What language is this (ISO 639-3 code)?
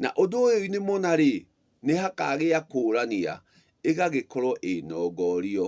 kik